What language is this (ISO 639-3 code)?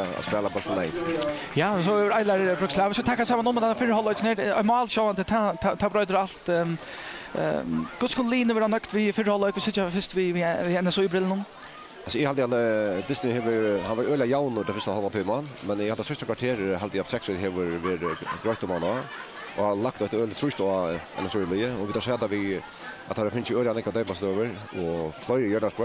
fao